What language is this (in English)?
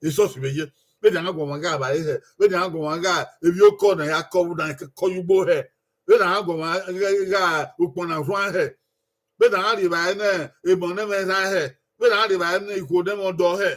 Bini